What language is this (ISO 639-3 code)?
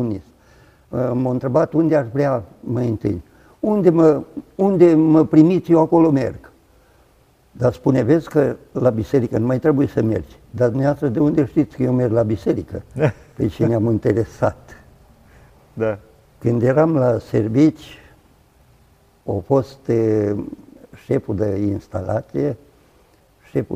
ron